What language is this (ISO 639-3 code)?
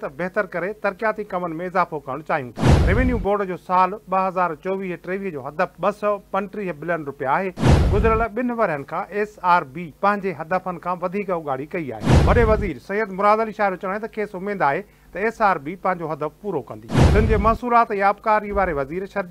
snd